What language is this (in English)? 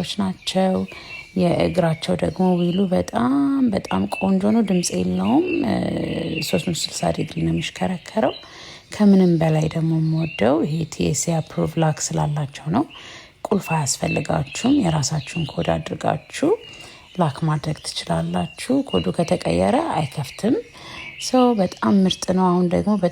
Amharic